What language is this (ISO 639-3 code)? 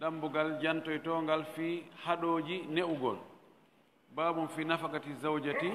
ful